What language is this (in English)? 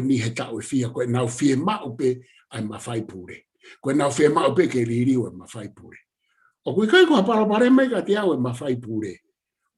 Tongan